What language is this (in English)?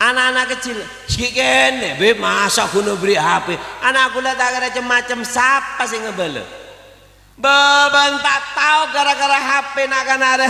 Madurese